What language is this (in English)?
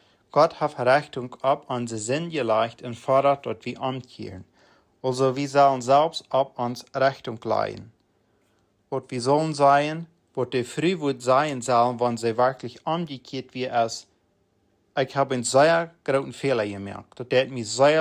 Plautdietsch